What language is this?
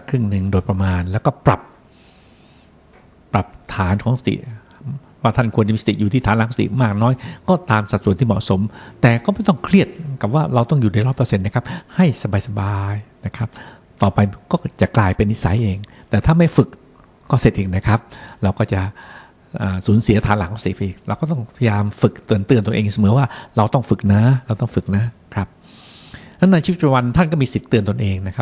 Thai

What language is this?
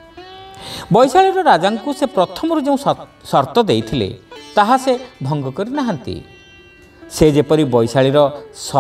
Odia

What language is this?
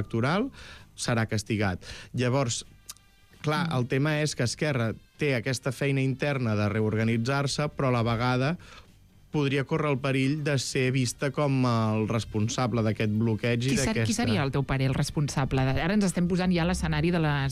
Catalan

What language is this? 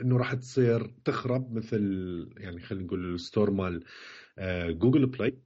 Mesopotamian Arabic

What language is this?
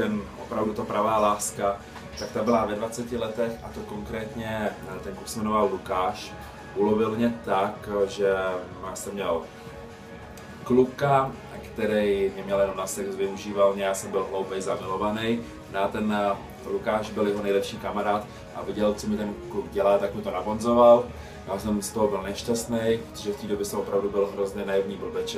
Czech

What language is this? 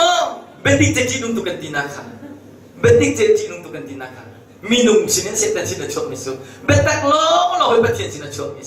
Hakha Chin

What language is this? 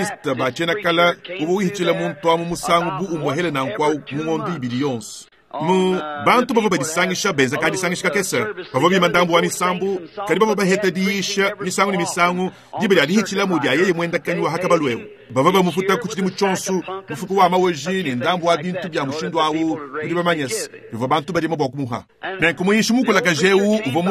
Luba-Lulua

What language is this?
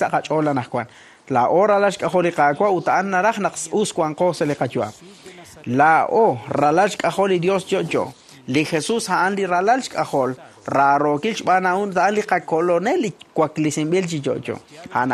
Kekchí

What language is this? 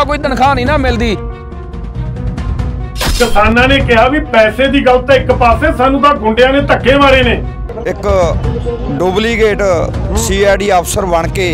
Punjabi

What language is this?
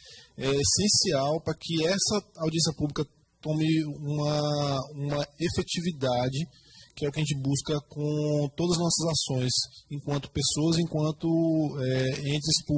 Portuguese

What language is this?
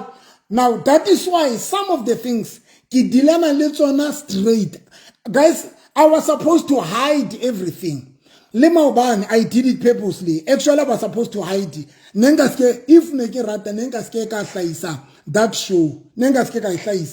Southern Sotho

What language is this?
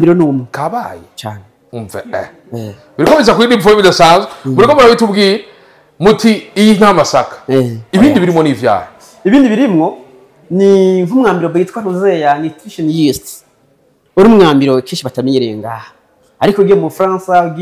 Rundi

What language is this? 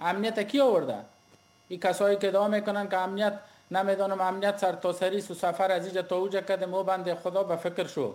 Persian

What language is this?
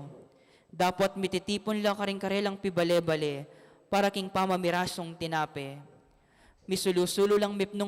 Pampanga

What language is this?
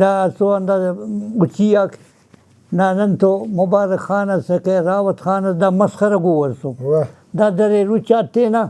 Brahui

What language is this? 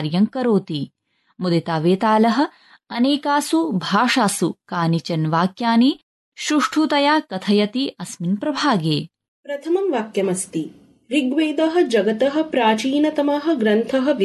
Sanskrit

